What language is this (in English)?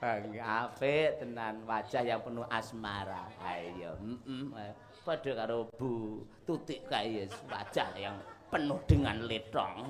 Javanese